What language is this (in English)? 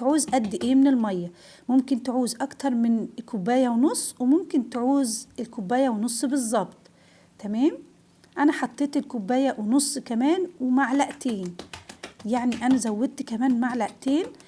Egyptian Arabic